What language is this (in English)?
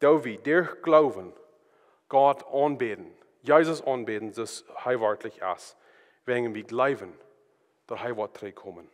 Plautdietsch